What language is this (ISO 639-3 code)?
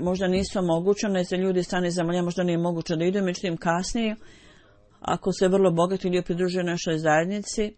bos